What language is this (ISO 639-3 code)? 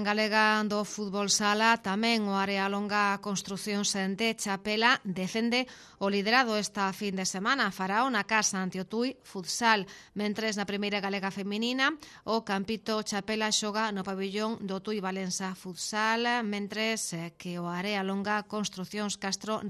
glg